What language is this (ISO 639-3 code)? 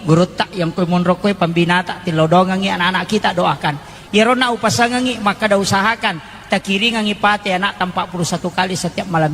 bug